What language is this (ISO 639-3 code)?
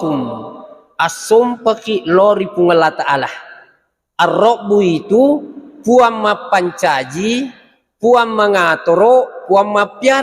bug